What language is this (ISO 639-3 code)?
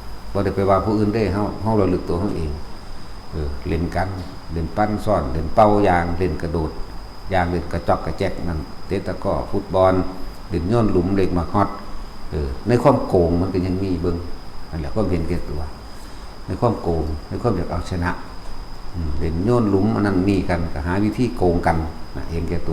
tts